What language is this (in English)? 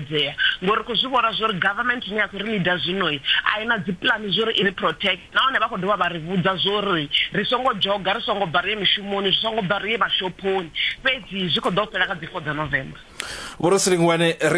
Venda